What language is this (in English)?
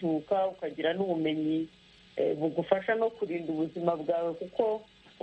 Kinyarwanda